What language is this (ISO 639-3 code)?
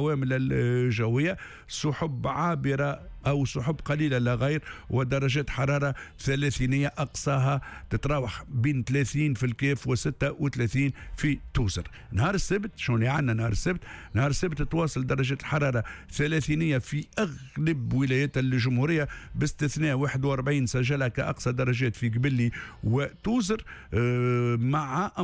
aeb